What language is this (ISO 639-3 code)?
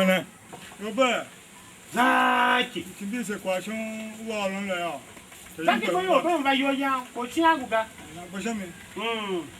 tiv